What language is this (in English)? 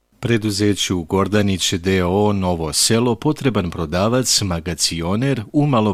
Serbian